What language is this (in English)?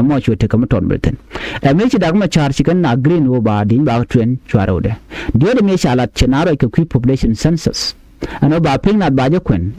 Nuer